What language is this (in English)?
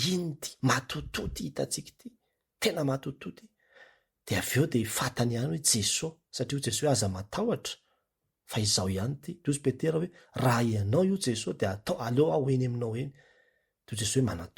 Malagasy